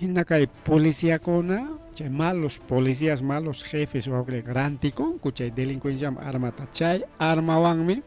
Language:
Ayacucho Quechua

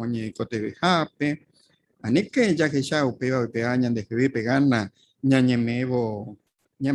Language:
Guarani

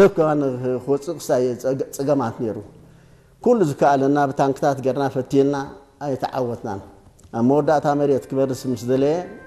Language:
Tigrinya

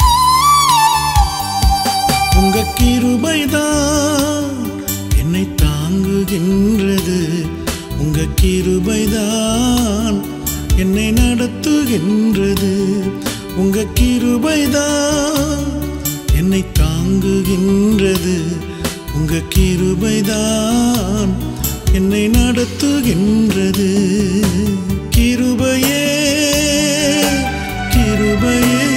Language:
Tamil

